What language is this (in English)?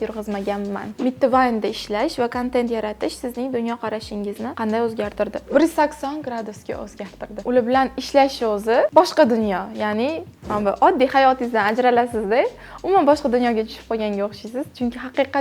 Uzbek